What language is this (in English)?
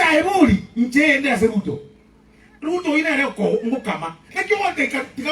Gusii